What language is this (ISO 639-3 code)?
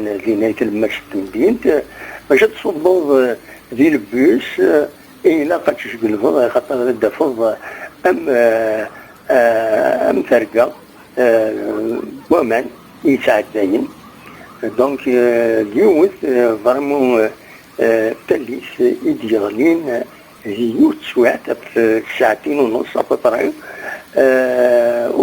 kab